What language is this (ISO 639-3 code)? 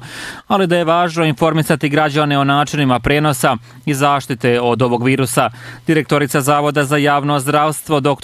bos